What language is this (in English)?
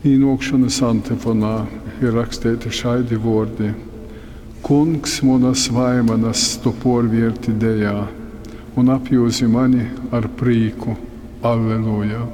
Latgalian